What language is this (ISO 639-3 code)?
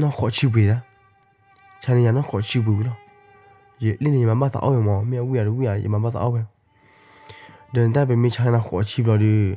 ksw